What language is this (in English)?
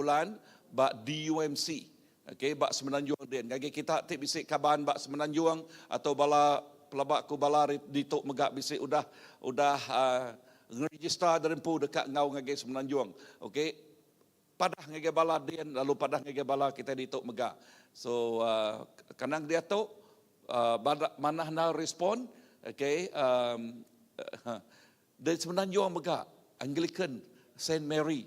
Iban